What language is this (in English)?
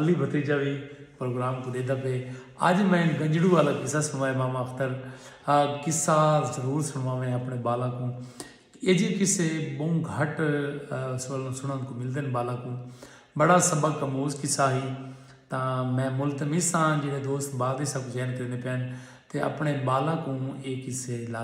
Saraiki